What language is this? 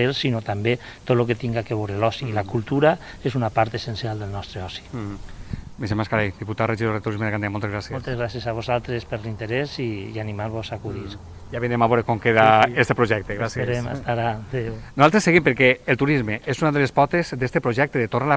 Catalan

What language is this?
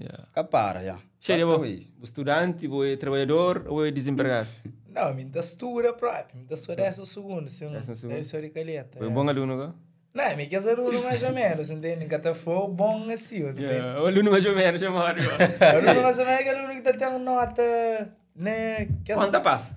Kabuverdianu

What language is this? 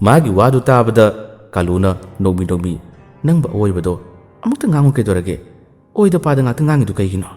Manipuri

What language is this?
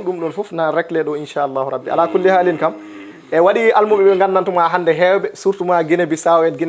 Fula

